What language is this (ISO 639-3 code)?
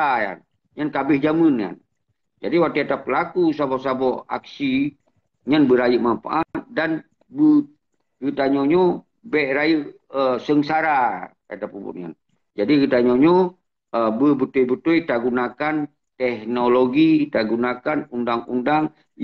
ace